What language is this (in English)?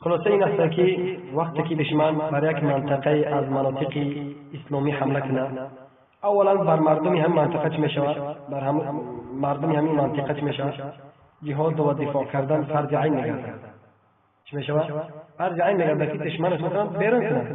Tajik